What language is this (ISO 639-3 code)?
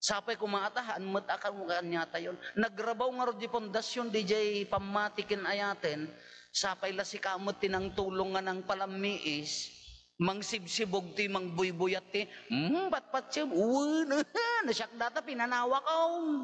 ilo